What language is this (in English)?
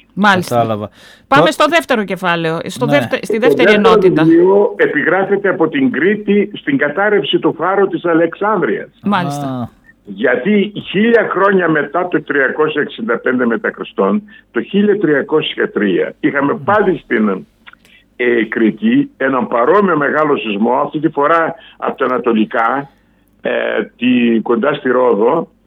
Greek